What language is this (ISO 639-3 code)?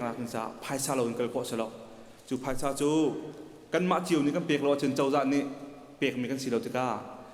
cnh